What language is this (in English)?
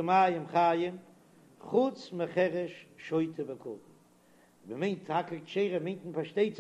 Yiddish